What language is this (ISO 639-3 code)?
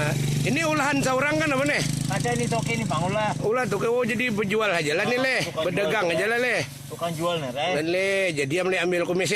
bjn